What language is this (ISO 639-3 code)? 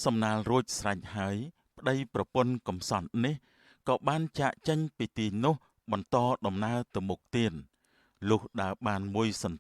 khm